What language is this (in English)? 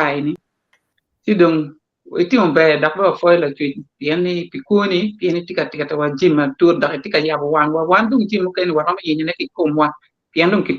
Acoli